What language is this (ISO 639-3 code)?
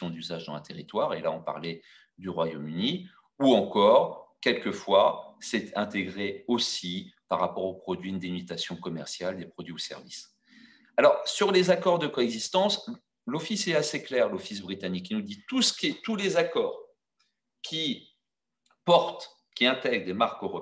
fra